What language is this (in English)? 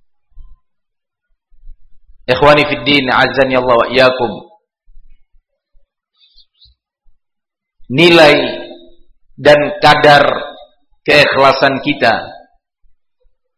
Indonesian